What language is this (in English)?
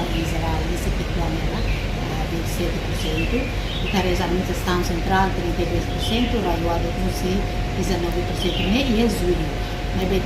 Tetum